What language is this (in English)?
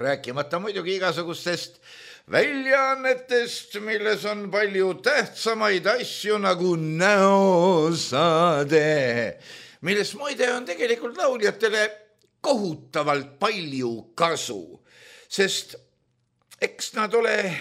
Estonian